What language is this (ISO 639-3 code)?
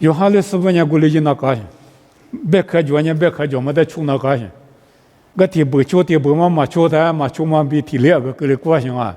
lis